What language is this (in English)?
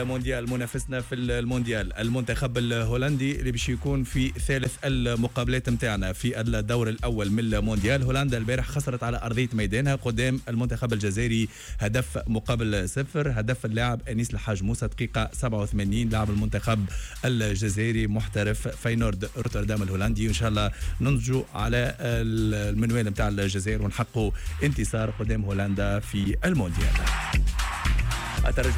Tunisian Arabic